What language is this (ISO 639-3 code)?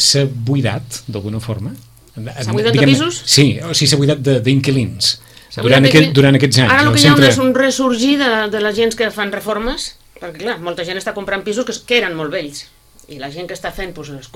cat